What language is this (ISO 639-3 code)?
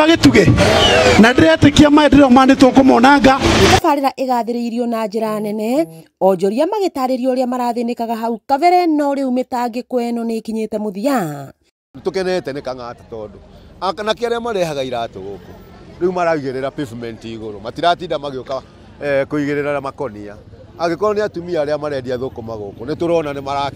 kik